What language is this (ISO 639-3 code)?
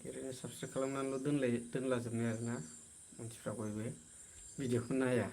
brx